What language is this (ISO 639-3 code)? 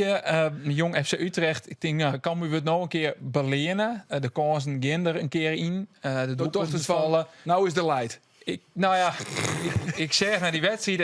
fry